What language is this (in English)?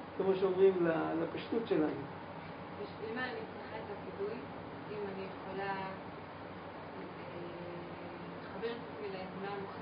Hebrew